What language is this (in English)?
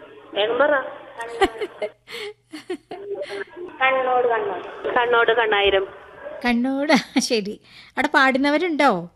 Malayalam